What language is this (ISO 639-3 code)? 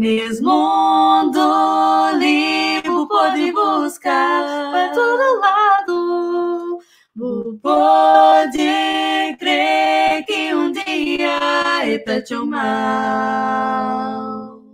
kea